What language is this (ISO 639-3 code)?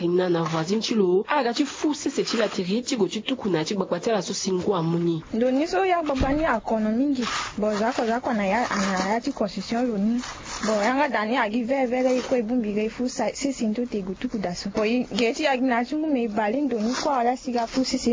sag